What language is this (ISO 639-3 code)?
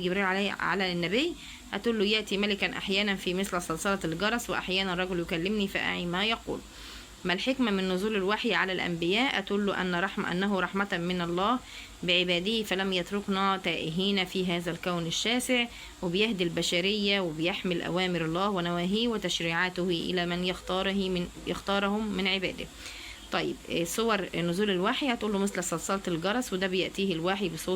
arz